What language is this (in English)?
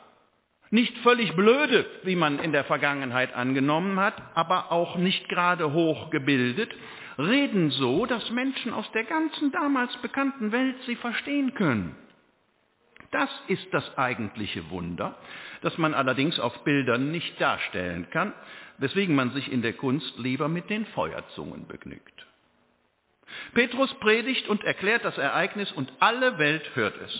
German